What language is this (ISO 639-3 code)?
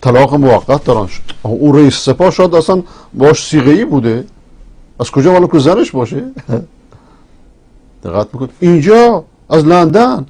fas